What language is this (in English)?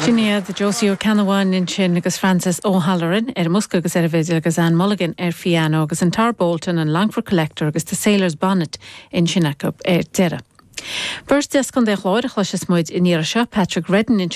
Irish